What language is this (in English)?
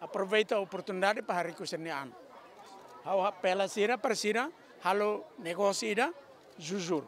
Tetum